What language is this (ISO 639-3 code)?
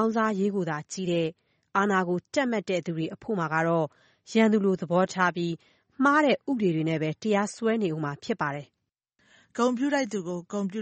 mya